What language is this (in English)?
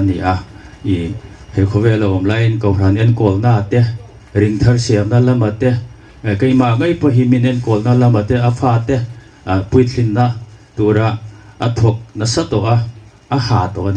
Hmar